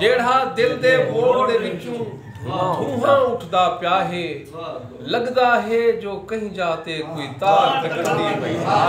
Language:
Saraiki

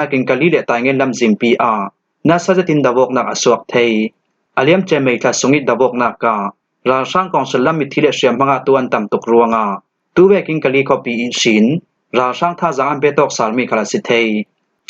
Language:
Falam Chin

